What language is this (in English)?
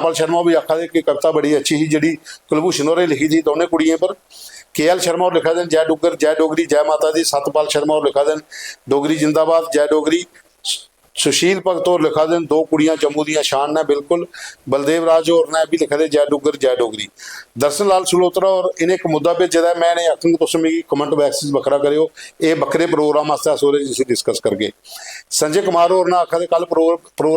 Dogri